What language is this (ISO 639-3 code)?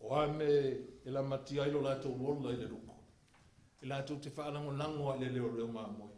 smo